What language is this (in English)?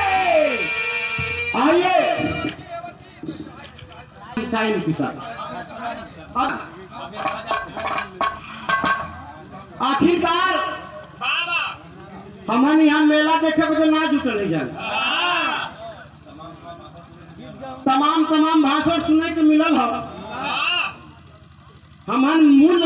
Bhojpuri